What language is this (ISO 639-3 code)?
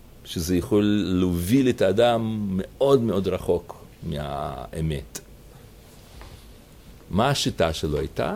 heb